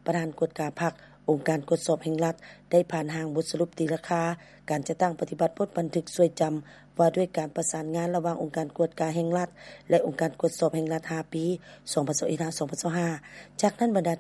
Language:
Lao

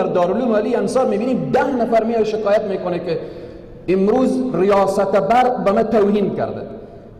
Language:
Persian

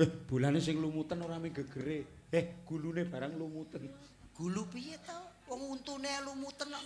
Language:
Javanese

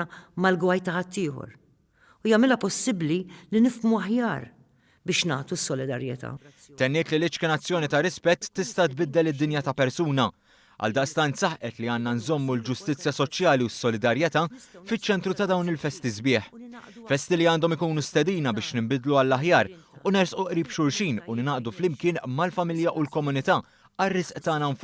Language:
Maltese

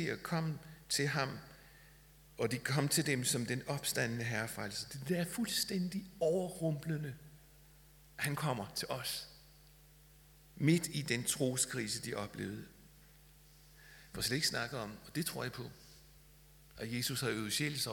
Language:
Danish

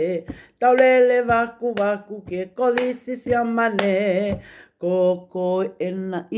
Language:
Tongan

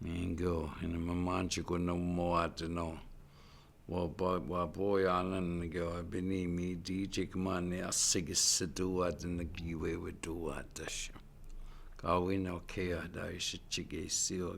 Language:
Chippewa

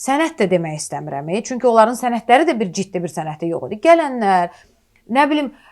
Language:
Azerbaijani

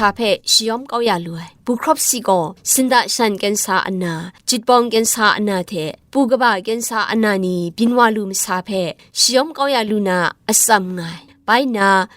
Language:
Kachin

